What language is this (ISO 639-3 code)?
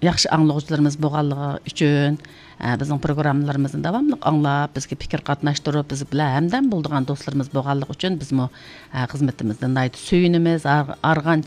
uig